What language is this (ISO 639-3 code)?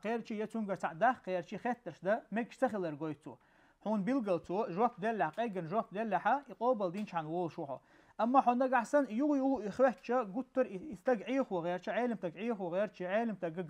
che